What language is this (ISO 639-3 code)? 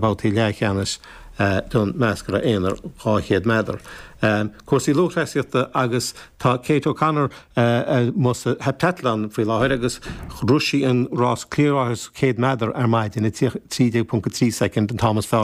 gle